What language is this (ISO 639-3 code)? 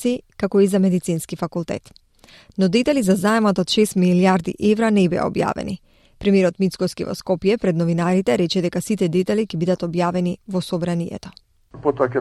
mkd